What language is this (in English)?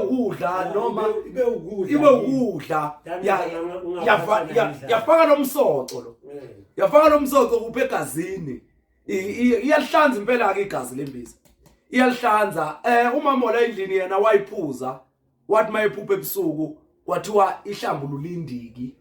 Zulu